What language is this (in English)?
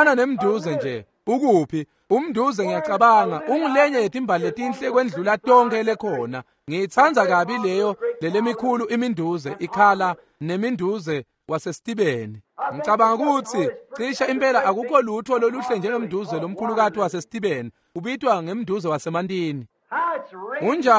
Swati